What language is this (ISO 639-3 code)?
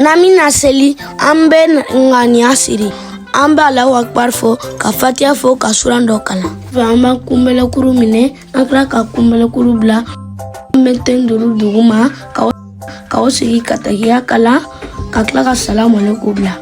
bam